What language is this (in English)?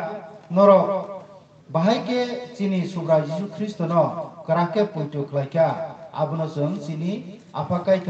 Kok Borok